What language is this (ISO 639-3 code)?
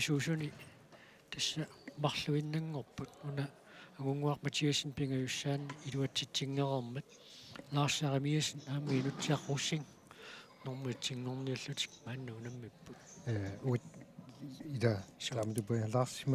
kal